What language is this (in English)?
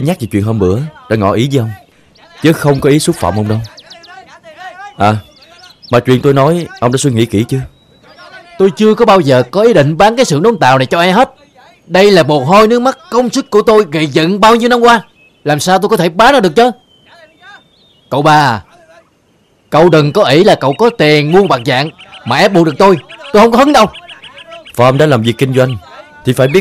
Vietnamese